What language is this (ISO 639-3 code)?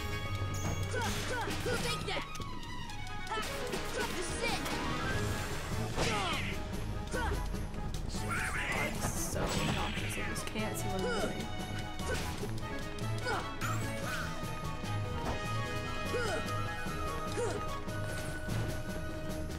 eng